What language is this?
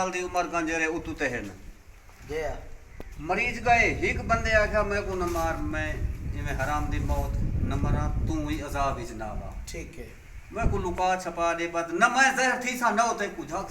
Saraiki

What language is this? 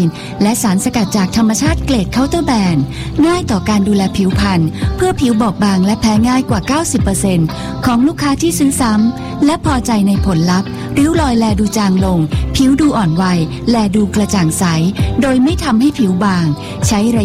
Thai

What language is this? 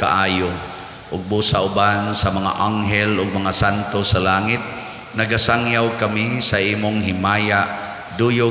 Cebuano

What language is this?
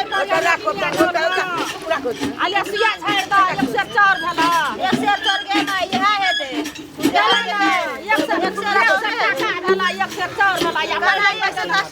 Maithili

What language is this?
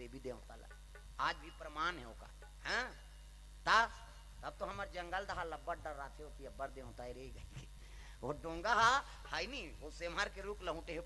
Chhattisgarhi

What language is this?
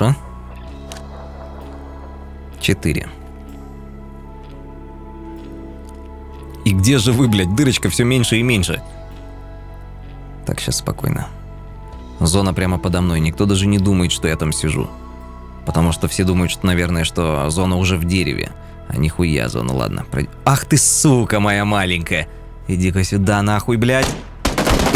Russian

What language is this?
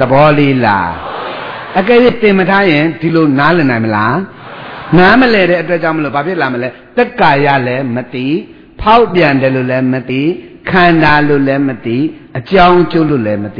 Burmese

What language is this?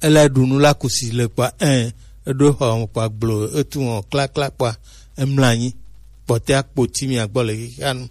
Gen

